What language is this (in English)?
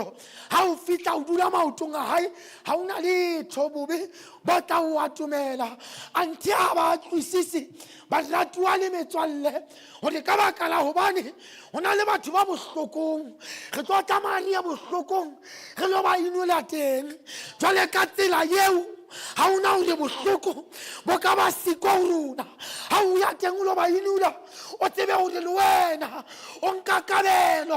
Southern Sotho